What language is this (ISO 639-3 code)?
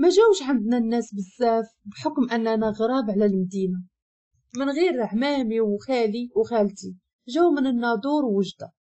ary